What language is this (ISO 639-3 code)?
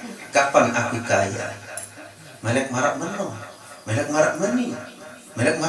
sas